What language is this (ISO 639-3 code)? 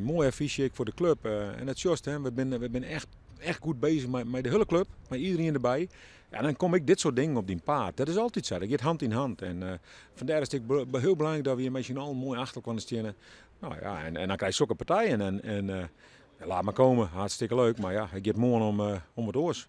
fry